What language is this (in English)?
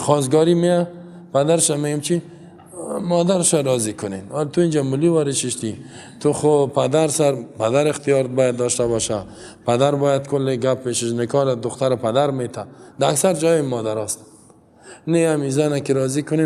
Persian